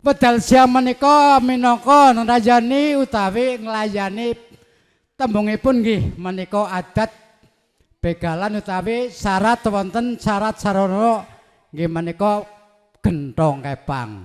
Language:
Javanese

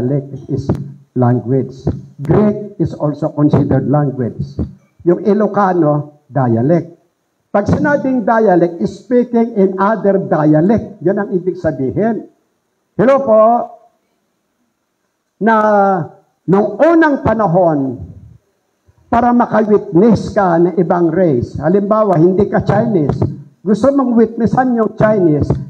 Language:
Filipino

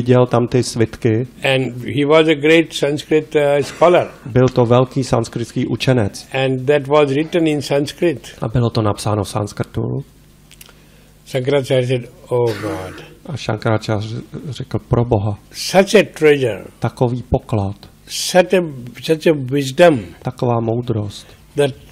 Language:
Czech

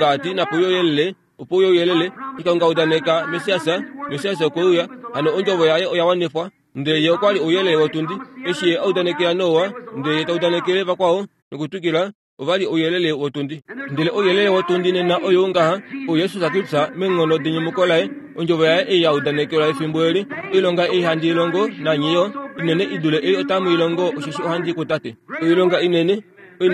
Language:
Kuanyama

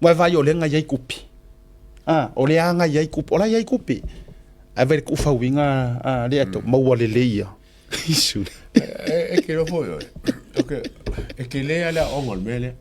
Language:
Samoan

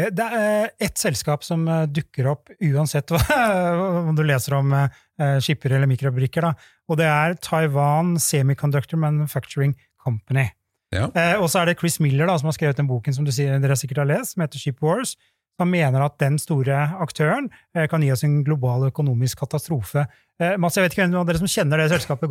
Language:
Norwegian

